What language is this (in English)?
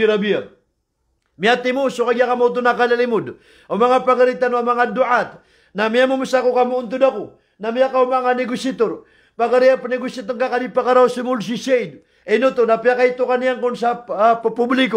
Maranao